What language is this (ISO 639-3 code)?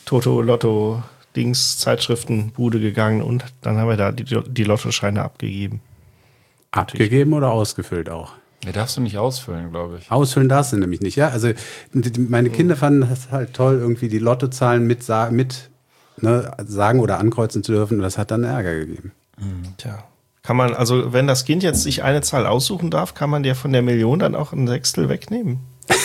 deu